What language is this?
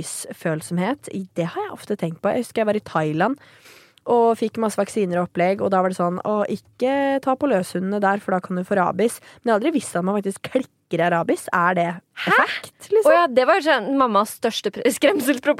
Norwegian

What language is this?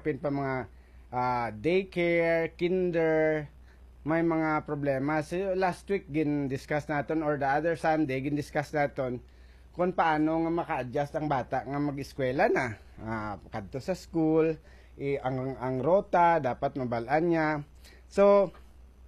Hiligaynon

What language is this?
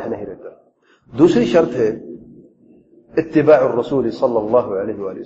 Urdu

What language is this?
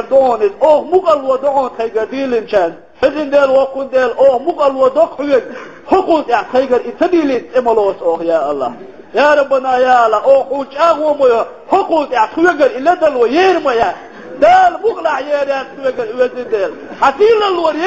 Chechen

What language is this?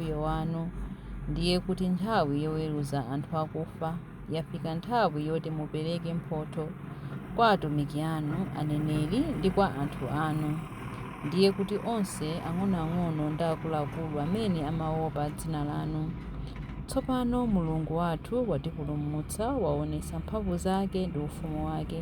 Nyanja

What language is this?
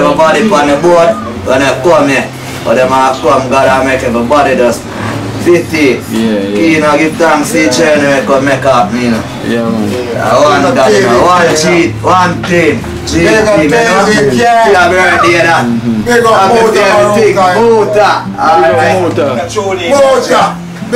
Jamaican Creole English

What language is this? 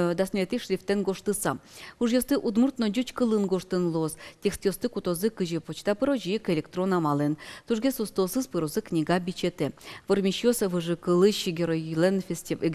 Udmurt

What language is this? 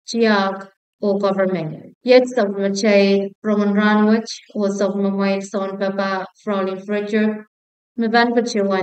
Pohnpeian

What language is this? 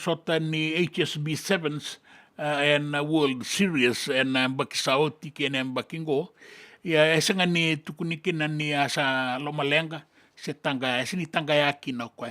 Fijian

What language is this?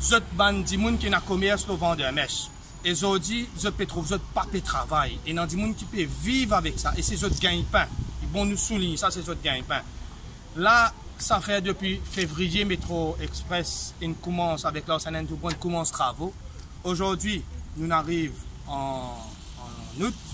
Morisyen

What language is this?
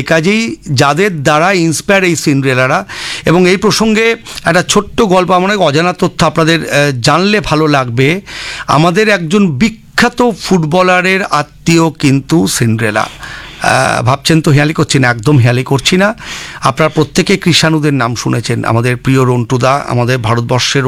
Bangla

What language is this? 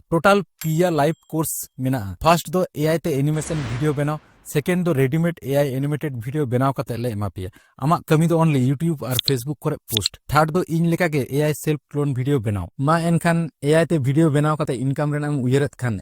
Santali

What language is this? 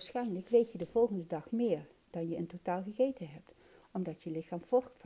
Dutch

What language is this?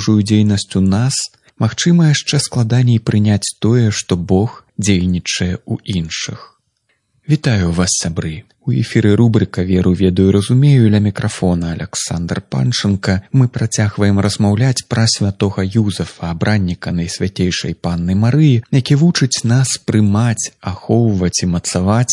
Belarusian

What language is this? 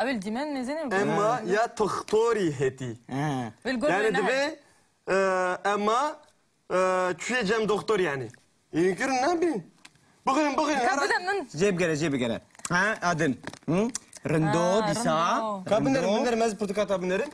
Kurdish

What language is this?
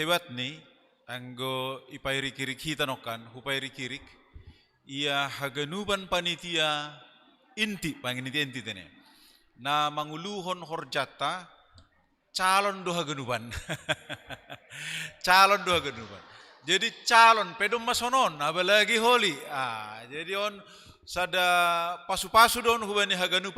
Batak Simalungun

